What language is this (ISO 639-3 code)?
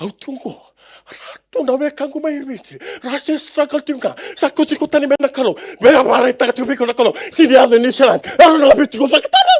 fij